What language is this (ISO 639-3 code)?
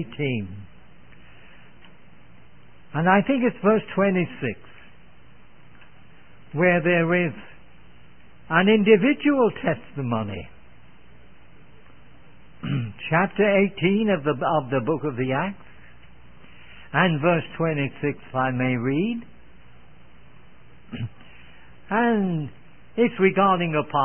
eng